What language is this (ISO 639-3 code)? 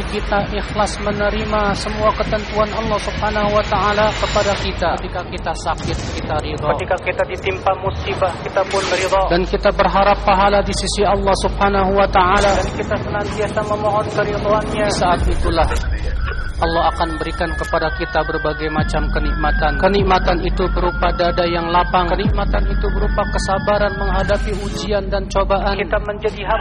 ind